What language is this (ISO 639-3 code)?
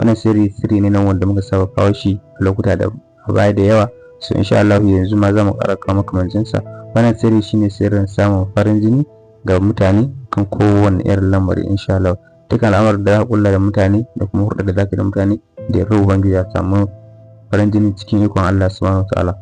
hau